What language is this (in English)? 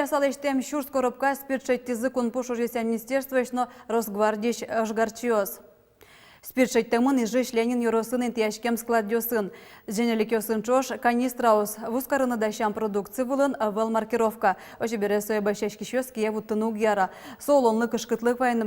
Udmurt